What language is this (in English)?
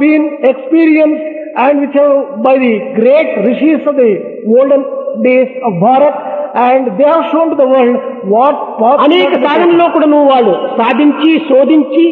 Telugu